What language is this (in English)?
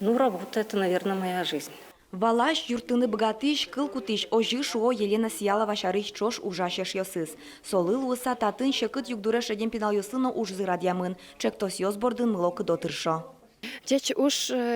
Udmurt